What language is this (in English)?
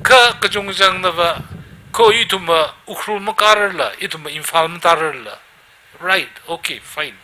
Tangkhul Naga (India)